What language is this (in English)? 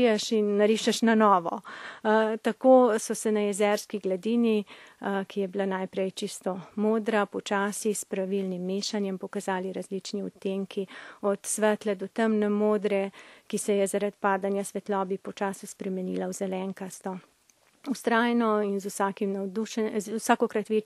Slovenian